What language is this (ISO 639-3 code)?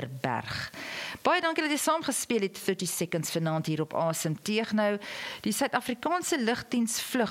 afr